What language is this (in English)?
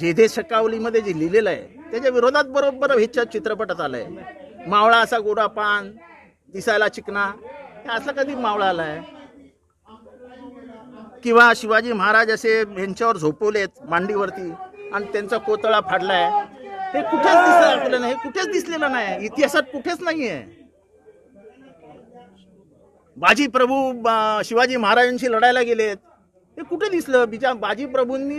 Marathi